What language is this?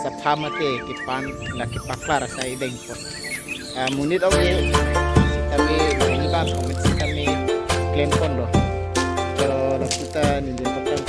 Karbi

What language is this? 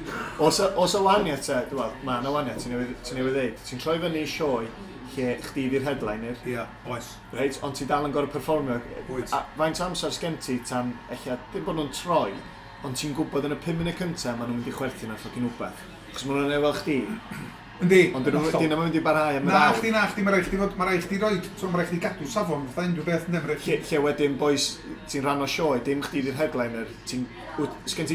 Welsh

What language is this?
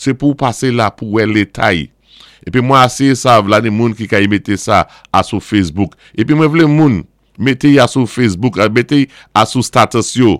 Saint Lucian Creole French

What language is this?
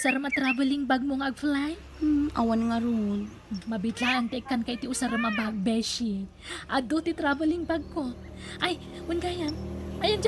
Iloko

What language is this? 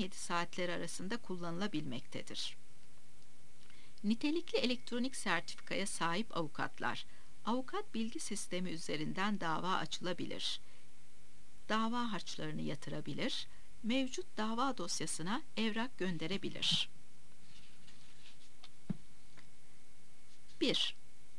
Turkish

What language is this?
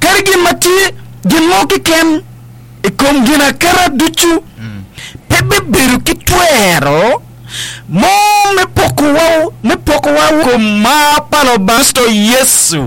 Acoli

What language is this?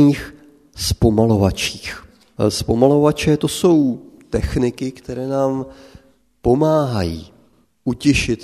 Czech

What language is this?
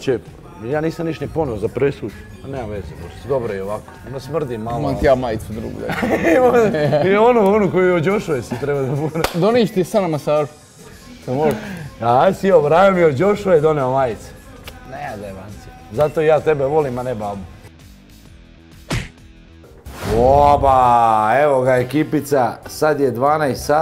Croatian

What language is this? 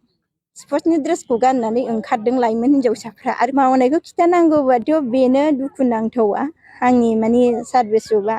Bodo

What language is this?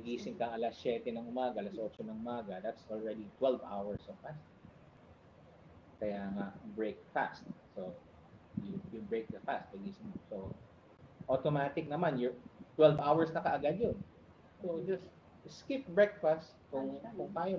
Filipino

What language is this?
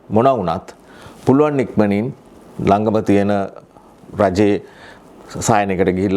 Sinhala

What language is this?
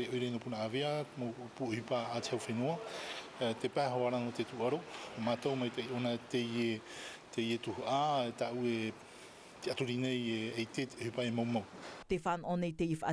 Tahitian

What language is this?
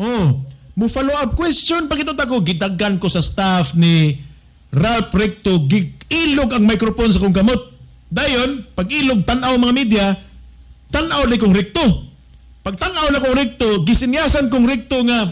Cebuano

